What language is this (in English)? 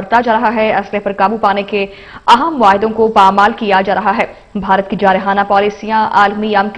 Urdu